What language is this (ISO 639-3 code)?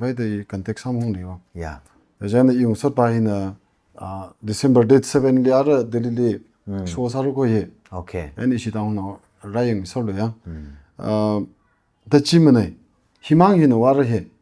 nmf